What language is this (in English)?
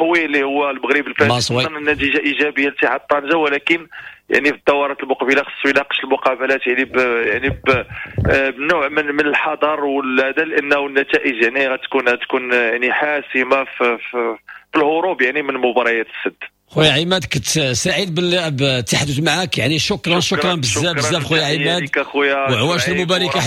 Moroccan Arabic